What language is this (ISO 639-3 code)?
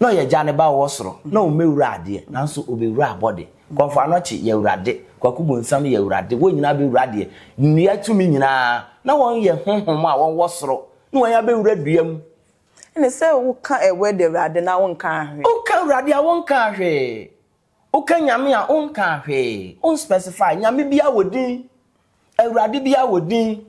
aka